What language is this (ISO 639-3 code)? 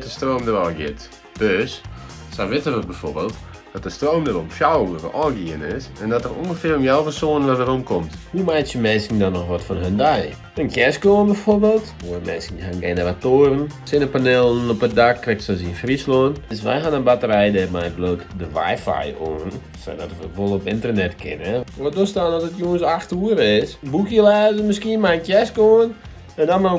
fry